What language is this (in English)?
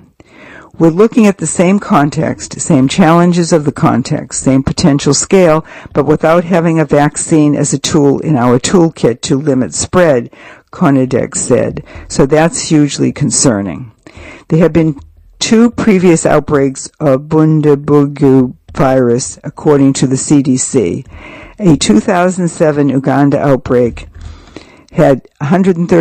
English